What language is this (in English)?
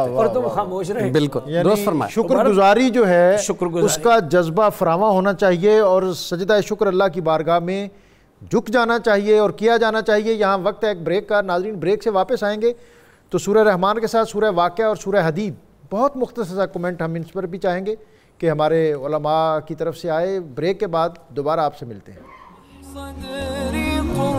Urdu